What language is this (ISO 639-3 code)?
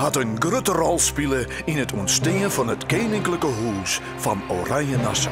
fry